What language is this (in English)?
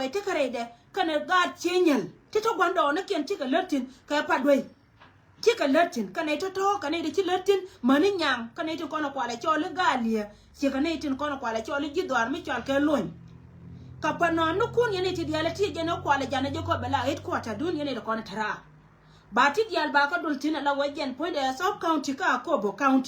Nuer